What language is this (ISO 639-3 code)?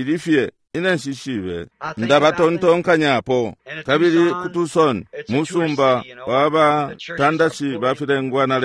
bem